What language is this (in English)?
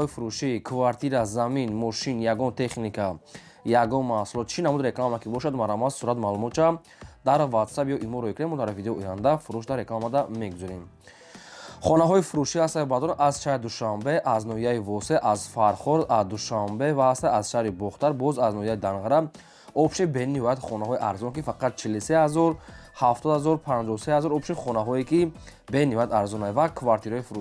Tajik